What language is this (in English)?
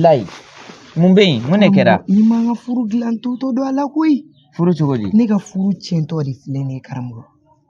Bambara